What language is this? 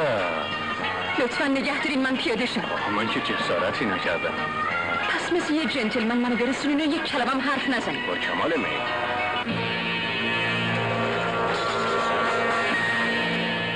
Persian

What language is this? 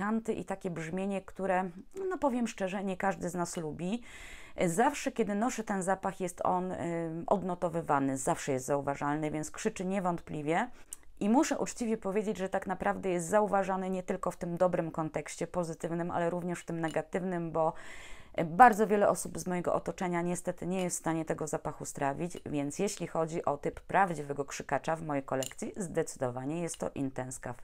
Polish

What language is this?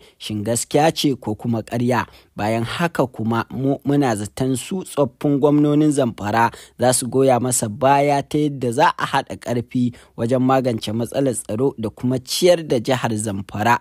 Hausa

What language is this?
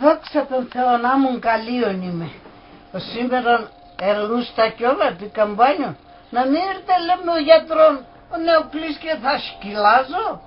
Pontic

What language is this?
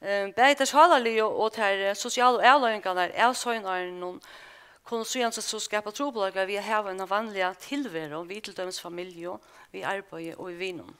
Faroese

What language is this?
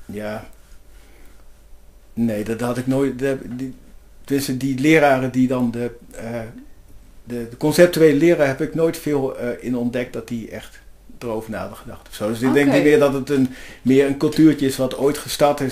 Dutch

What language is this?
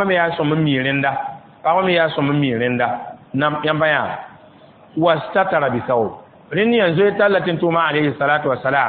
Mossi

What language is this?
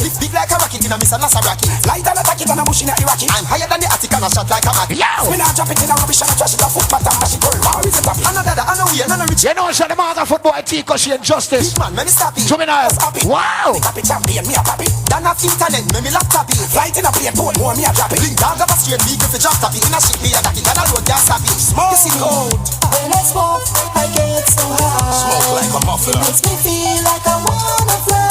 Jamaican Creole English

